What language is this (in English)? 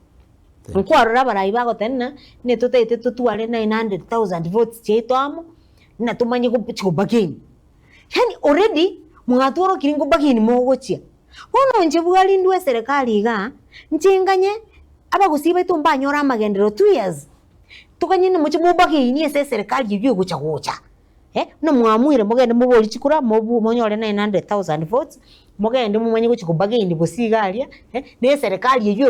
Gusii